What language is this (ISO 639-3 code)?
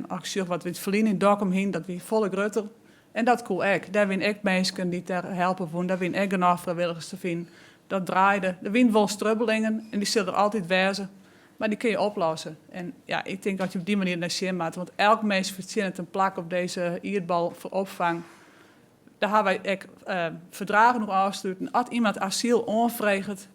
fry